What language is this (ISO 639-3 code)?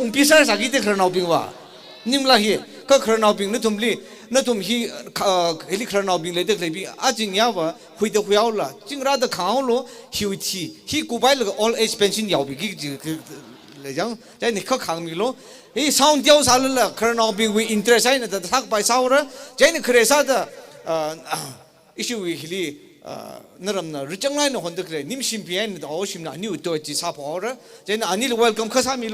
nmf